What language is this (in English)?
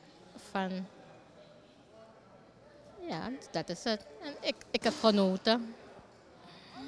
Dutch